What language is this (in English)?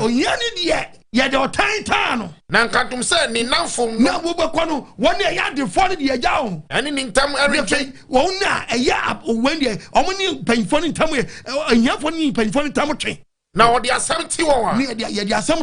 Akan